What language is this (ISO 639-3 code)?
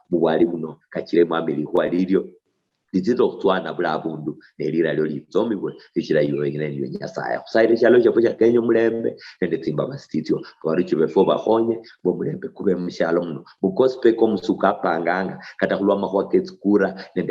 luy